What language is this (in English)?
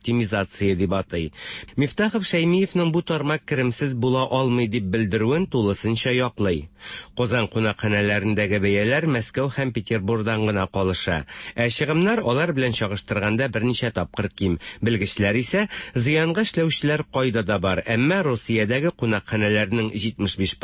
Tatar